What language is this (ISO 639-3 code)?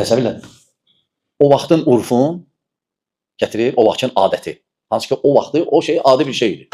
aze